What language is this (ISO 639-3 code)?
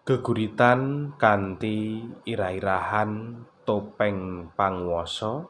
jav